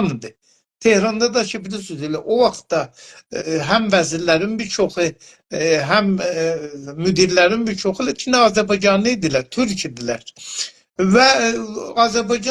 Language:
South Azerbaijani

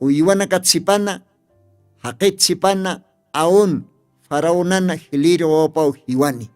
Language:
Aymara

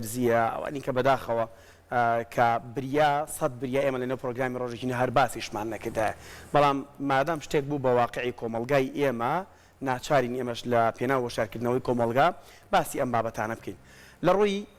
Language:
Central Kurdish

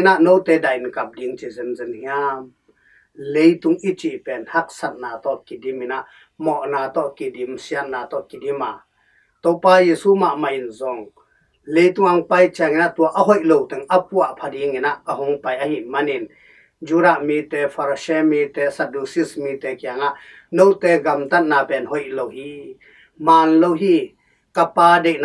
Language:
Tedim Chin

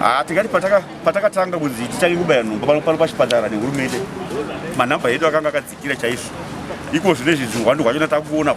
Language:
Shona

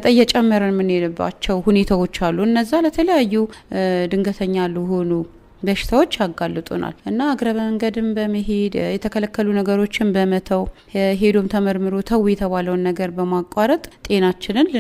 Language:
Amharic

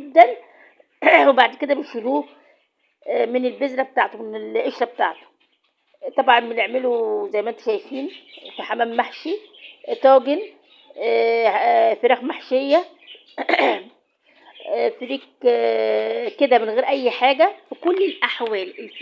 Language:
Egyptian Arabic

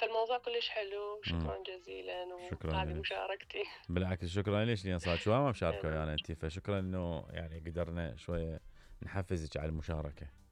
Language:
Mesopotamian Arabic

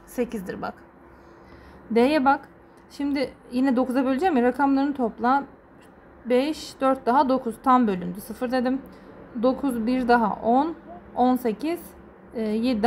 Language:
Turkish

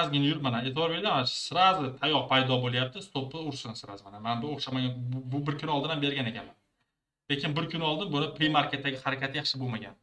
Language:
Uzbek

